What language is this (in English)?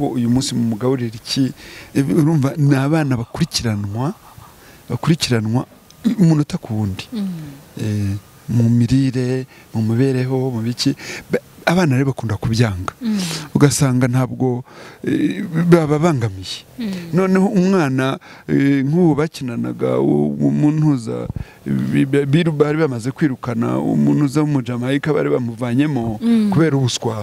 Kinyarwanda